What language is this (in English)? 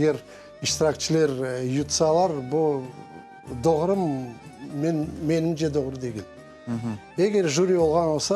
Crimean Tatar